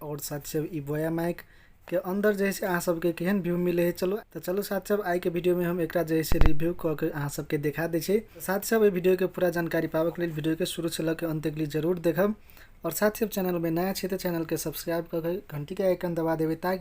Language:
Maithili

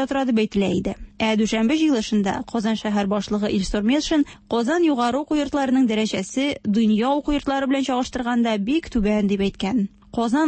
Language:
Tatar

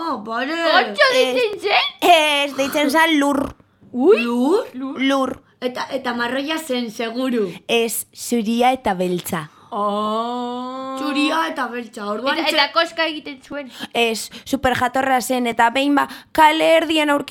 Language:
Basque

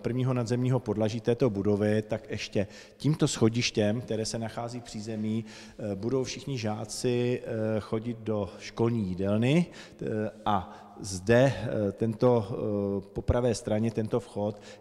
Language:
Czech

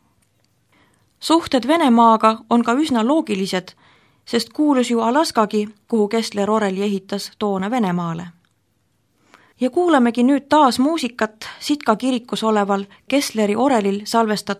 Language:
Estonian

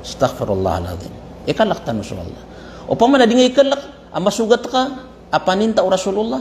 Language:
Maranao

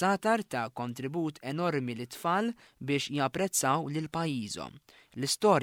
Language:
Maltese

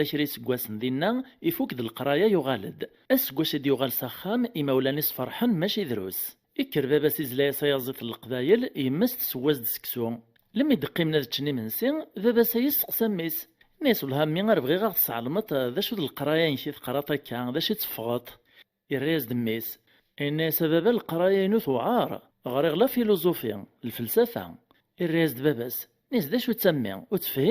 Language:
Kabyle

